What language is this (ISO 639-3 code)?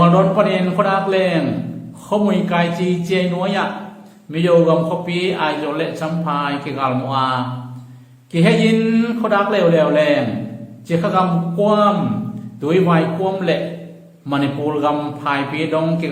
ctd